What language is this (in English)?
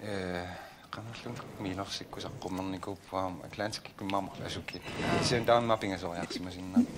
Kalaallisut